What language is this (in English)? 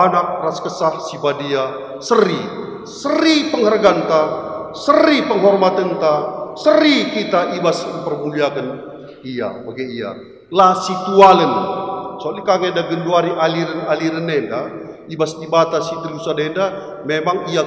Batak Karo